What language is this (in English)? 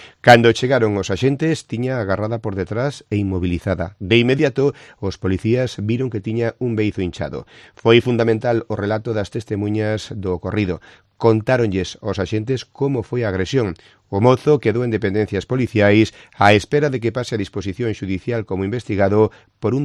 Galician